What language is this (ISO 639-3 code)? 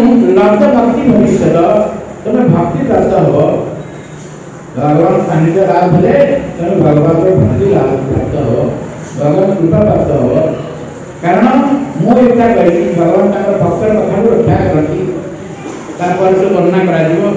ori